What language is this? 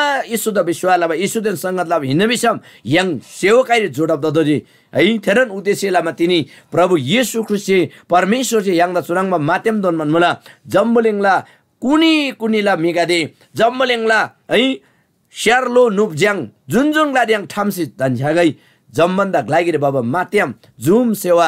Eastern Tamang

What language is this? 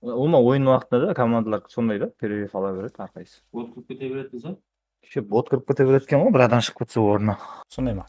Kara-Kalpak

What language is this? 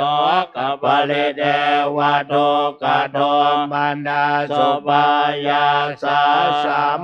Pali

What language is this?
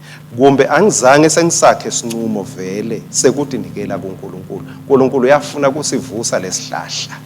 Swati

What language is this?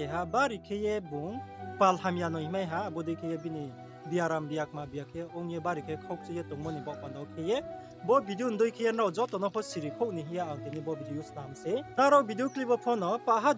Riang (India)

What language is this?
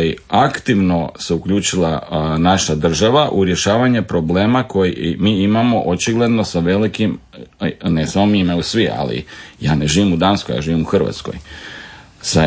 Croatian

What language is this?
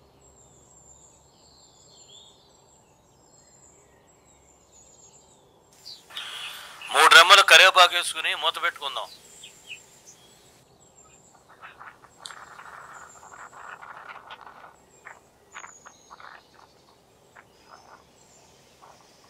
Telugu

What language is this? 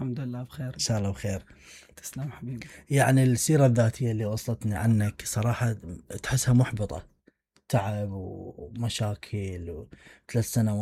Mesopotamian Arabic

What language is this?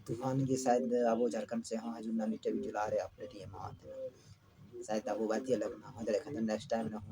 Santali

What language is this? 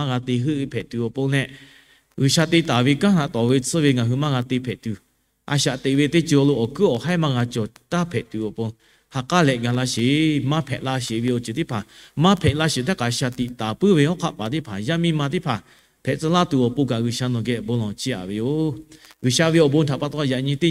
Lahu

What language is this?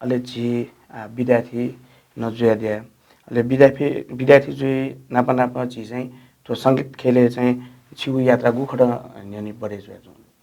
Newari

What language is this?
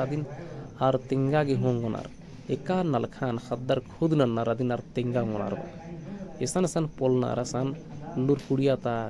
Kurukh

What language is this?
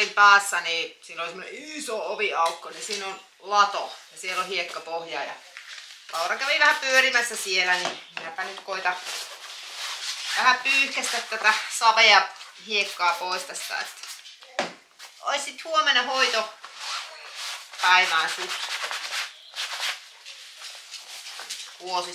Finnish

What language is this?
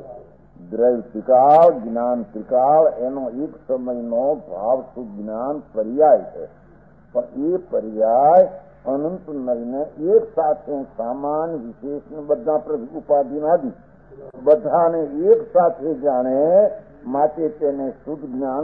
Gujarati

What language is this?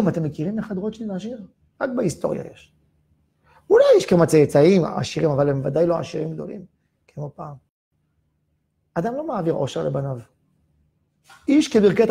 Hebrew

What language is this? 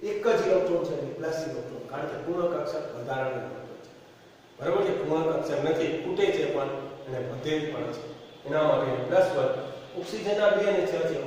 Gujarati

